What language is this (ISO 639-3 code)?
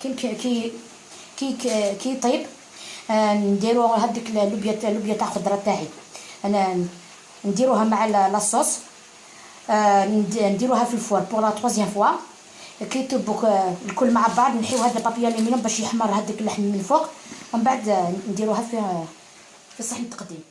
arq